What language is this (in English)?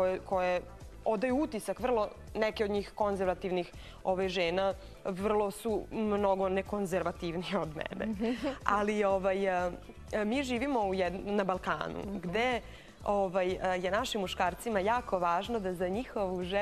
Serbian